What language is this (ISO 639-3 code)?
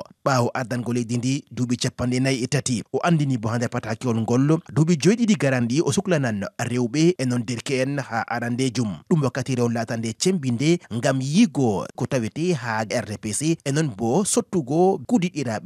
ful